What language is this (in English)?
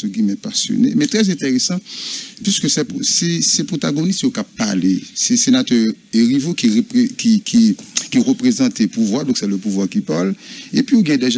French